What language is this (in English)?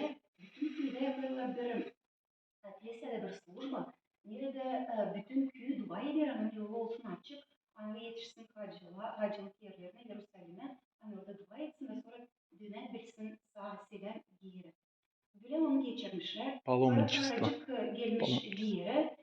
Gagauz